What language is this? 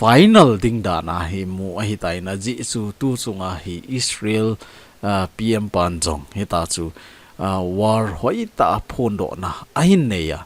Thado Chin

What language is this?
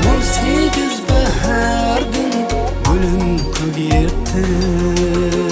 Kara-Kalpak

